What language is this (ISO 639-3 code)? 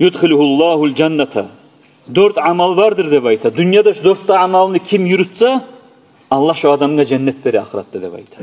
kum